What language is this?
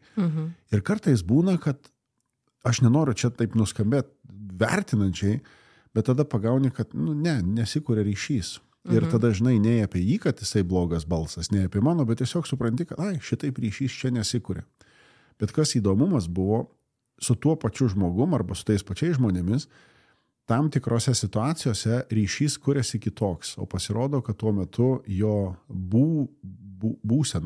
Lithuanian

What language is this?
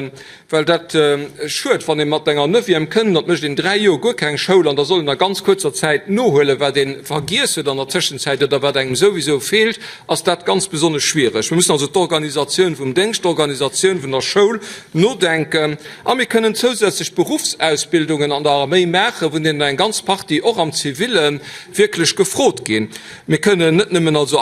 Luxembourgish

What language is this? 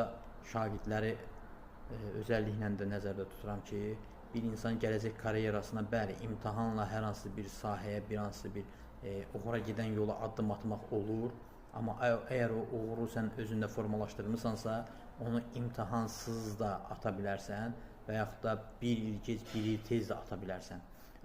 Azerbaijani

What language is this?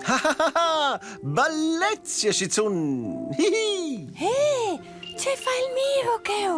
Romansh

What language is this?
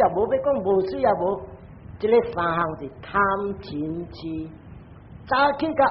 Min Nan Chinese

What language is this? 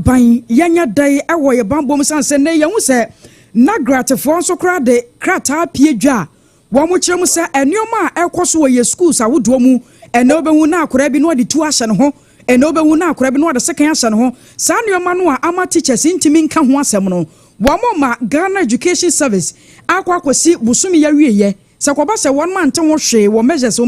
Akan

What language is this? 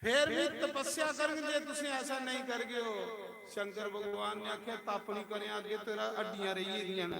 Dogri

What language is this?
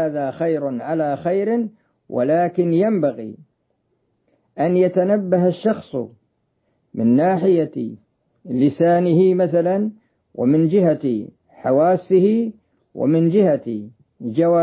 Arabic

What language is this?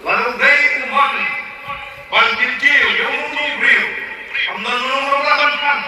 Khasi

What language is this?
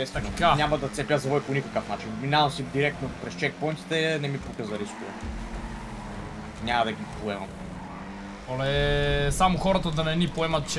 Bulgarian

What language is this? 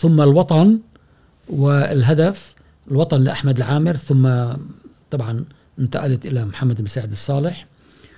Gulf Arabic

